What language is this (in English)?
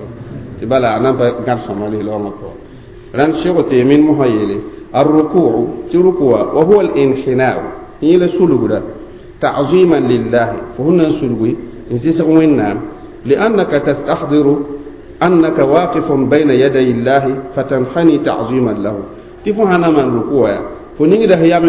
Mossi